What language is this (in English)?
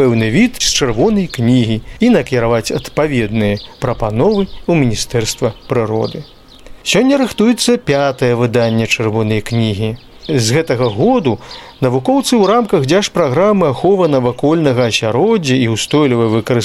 Belarusian